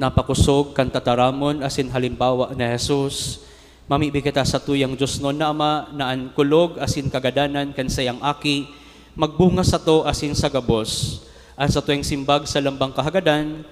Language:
Bikol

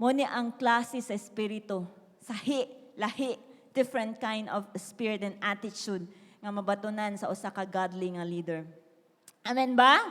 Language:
Cebuano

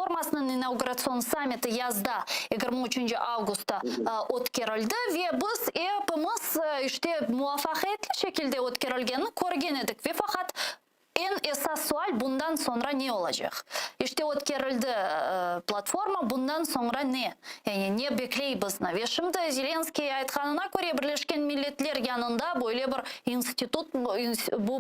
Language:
Crimean Tatar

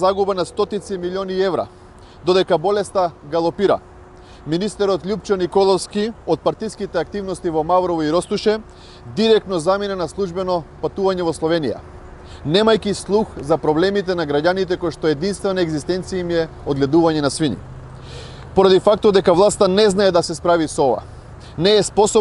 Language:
Macedonian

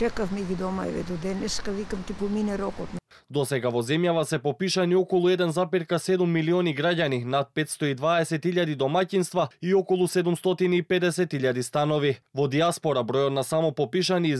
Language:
Macedonian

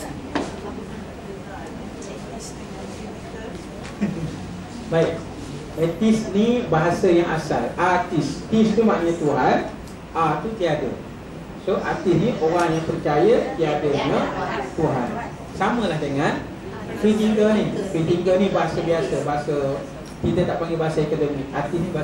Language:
Malay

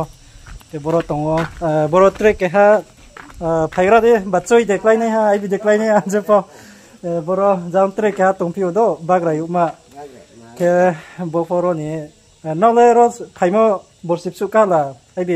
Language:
Riang (India)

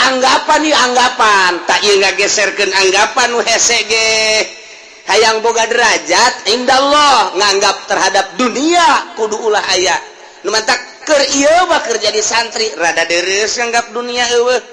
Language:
Sundanese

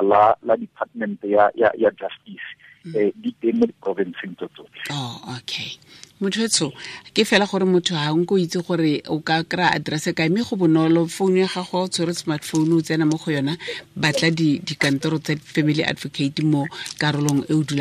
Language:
Tswana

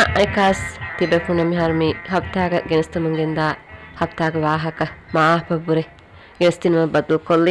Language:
Divehi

